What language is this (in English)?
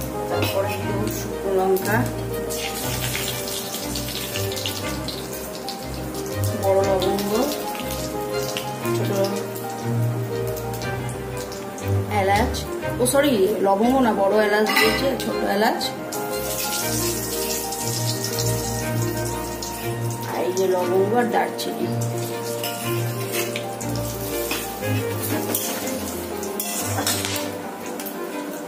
Bangla